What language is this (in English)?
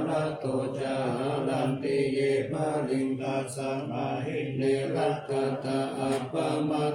Pali